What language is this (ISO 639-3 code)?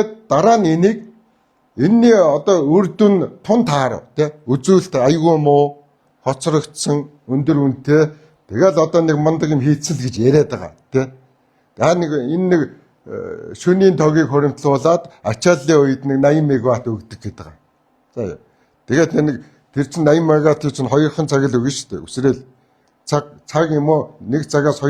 mon